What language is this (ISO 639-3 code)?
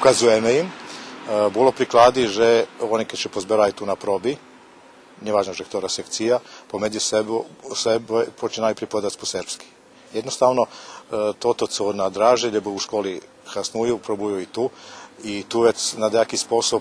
rue